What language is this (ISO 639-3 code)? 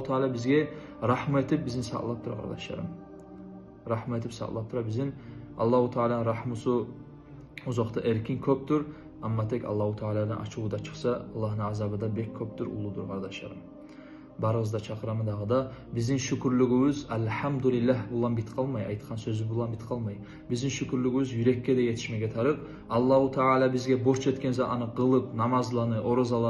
kum